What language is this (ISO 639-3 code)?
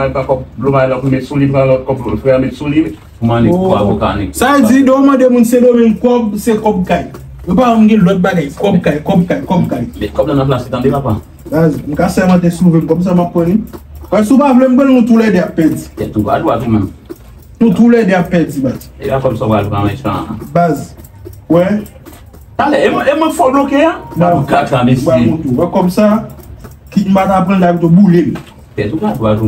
hat